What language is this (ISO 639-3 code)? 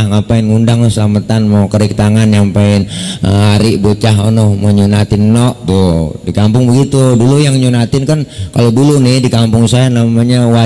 bew